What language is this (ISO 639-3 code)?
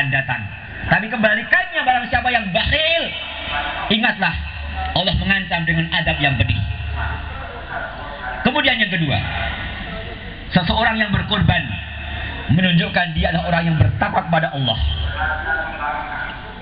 ind